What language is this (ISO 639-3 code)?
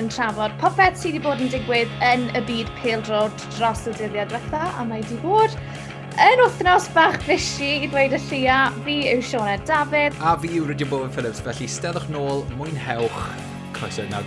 cym